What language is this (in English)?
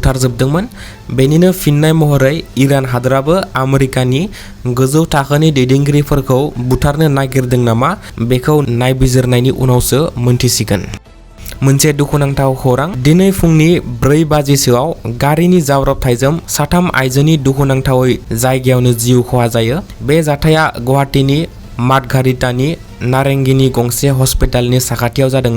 Bodo